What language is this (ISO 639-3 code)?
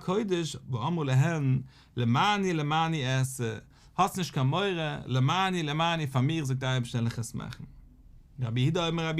yid